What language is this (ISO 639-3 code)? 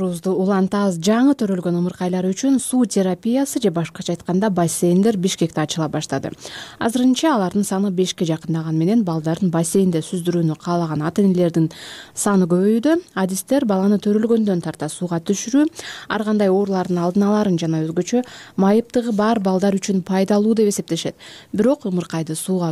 kir